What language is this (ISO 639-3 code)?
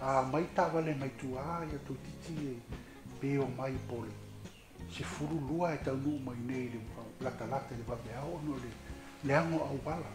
smo